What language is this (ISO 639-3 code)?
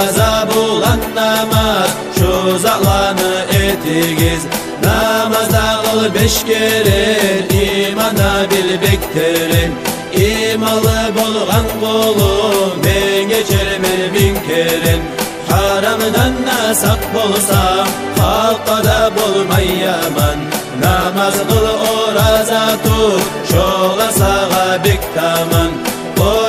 kum